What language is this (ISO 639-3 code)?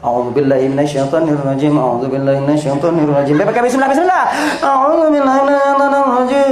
ace